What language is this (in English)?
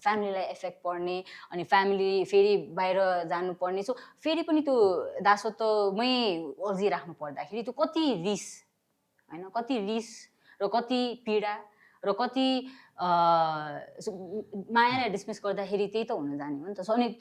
Nepali